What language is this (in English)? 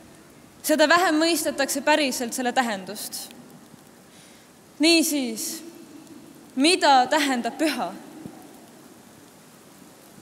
Estonian